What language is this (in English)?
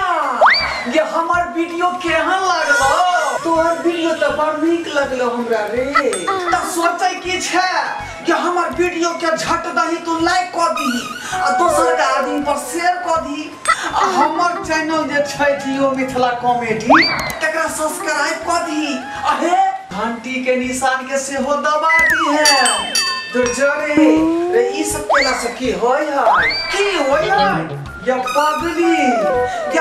Maithili